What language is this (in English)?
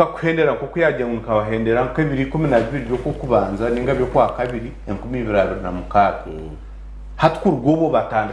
Nyankole